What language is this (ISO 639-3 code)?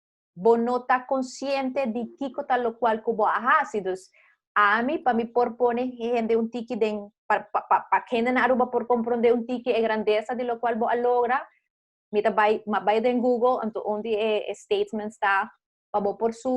pap